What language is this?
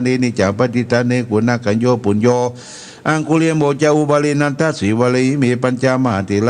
Pali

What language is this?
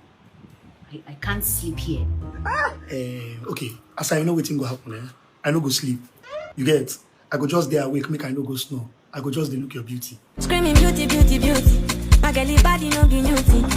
Nigerian Pidgin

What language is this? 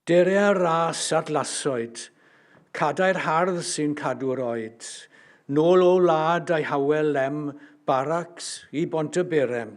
Welsh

